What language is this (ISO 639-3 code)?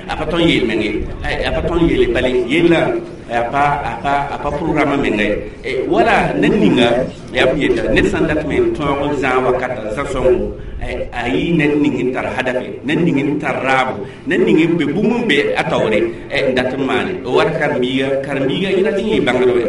mos